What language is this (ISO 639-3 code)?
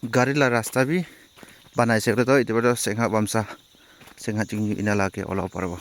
nag